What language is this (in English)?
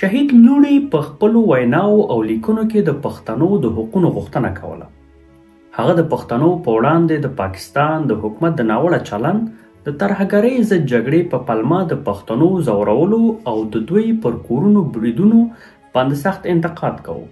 Pashto